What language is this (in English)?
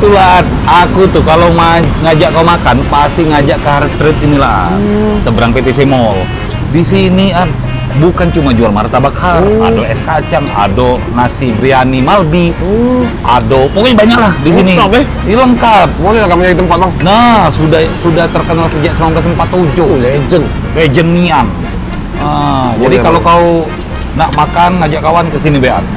Musi